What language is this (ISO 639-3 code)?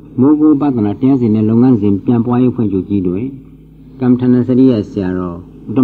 mya